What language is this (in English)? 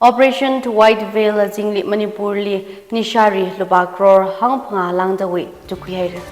Tangkhul Naga (India)